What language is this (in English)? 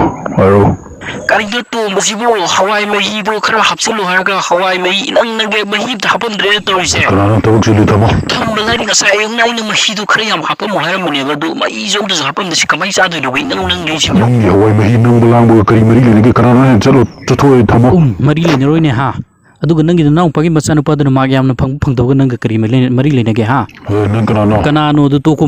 Manipuri